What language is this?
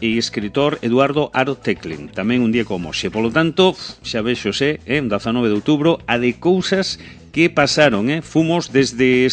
Galician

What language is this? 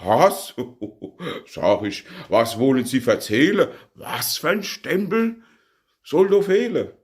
Palatine German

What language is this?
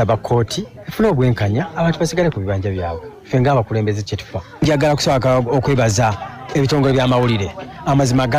Ganda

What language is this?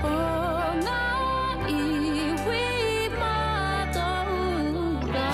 Māori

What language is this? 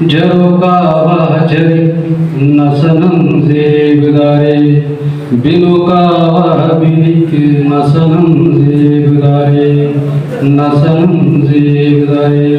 Brahui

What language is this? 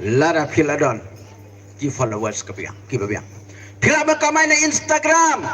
Khasi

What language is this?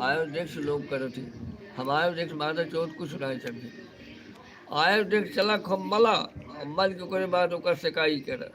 Awadhi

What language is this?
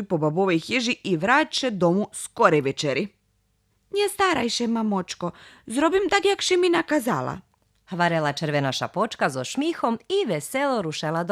Rusyn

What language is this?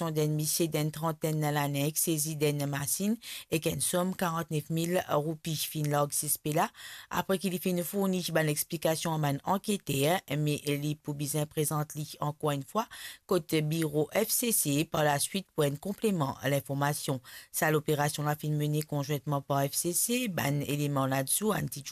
Morisyen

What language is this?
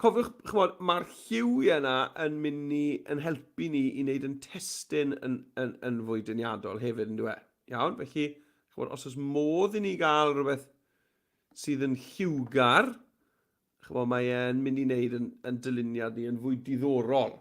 Welsh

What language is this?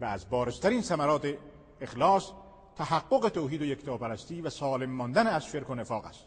Persian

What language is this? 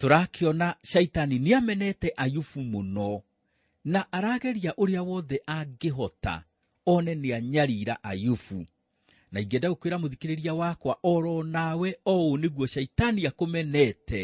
Kikuyu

